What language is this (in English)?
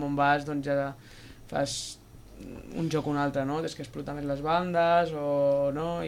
Catalan